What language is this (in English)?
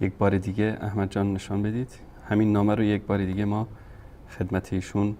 Persian